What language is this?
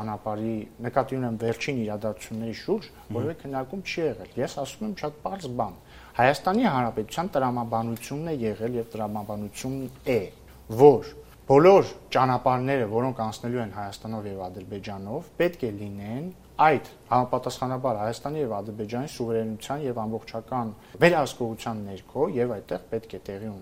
Armenian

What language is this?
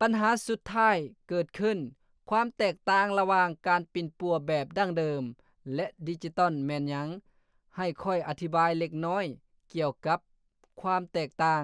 Lao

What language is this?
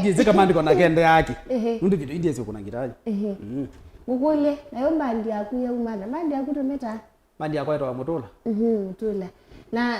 Kamba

